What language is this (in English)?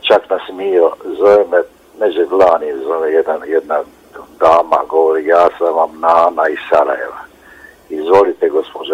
Bosnian